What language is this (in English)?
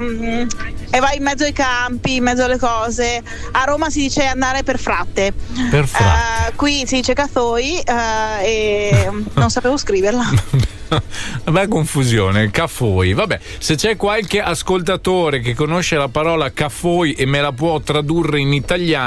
Italian